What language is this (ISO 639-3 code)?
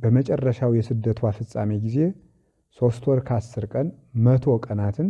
amh